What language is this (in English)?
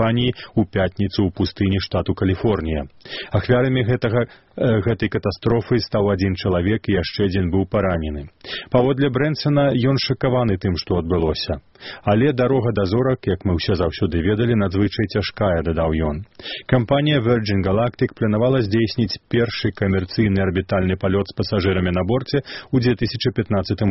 Belarusian